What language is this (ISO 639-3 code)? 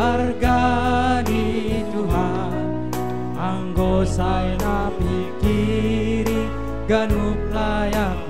bts